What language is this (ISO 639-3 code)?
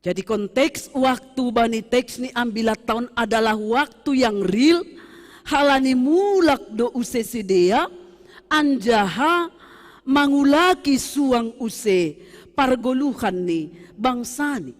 bts